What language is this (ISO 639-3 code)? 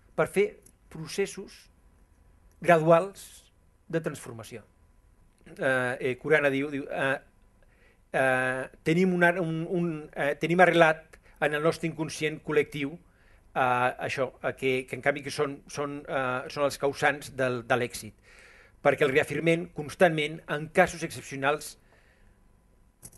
cat